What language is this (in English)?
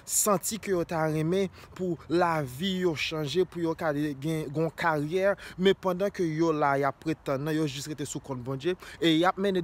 Haitian Creole